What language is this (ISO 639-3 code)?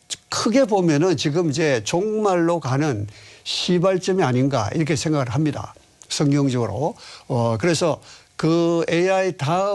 kor